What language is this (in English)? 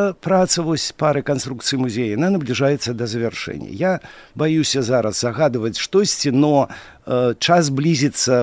Belarusian